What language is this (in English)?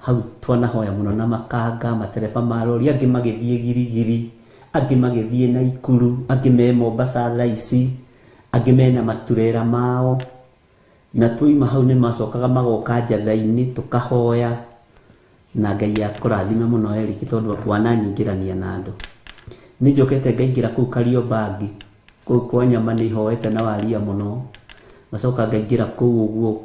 Kikuyu